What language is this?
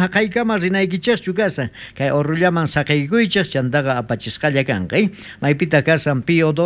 South Bolivian Quechua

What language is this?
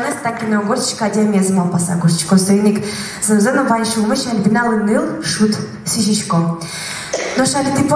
Udmurt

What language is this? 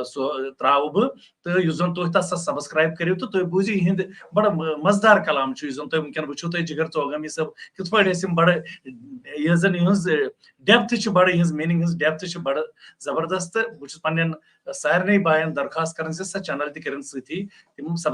Kashmiri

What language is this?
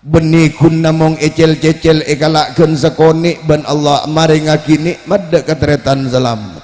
Madurese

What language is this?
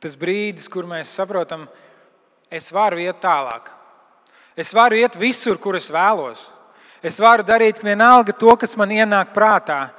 Latvian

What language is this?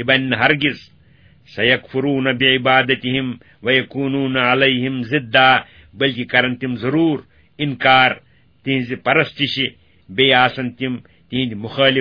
Kashmiri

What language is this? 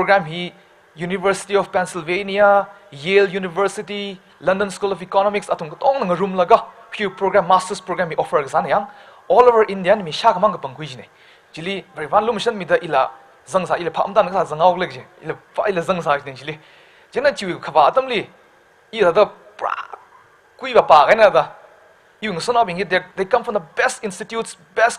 Tangkhul Naga (India)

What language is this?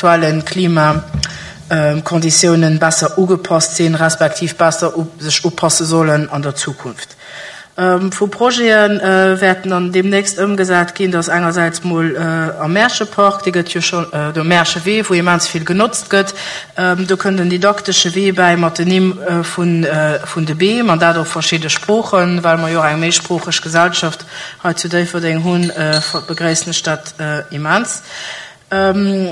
Luxembourgish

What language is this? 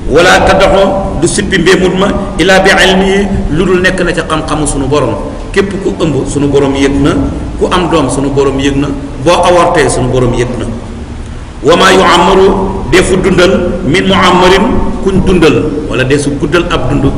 Wolof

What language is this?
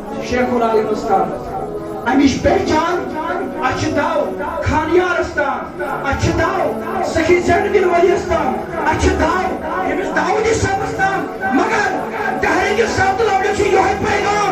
Kashmiri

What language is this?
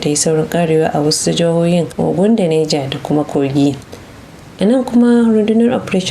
Hausa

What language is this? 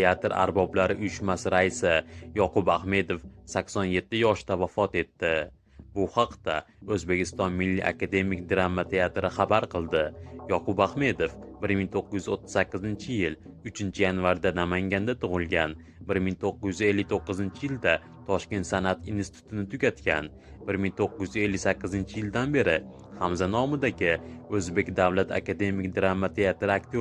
Uzbek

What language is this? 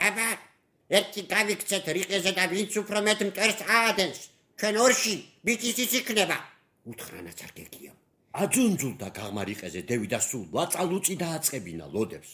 Georgian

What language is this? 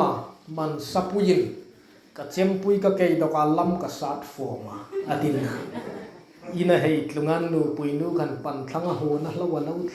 Hmar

